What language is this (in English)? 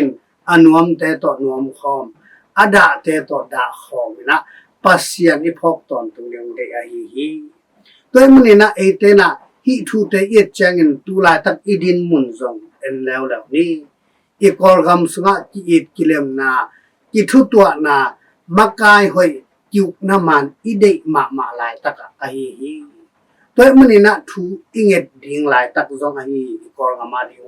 Tedim Chin